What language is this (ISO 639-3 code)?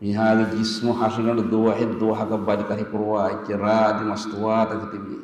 div